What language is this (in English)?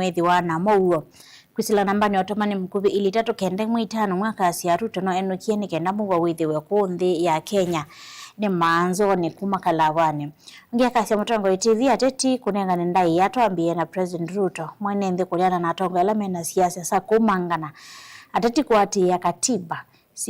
Kamba